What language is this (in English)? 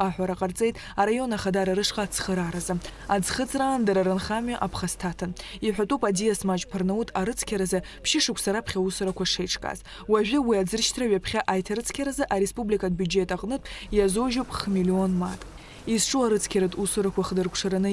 Abkhazian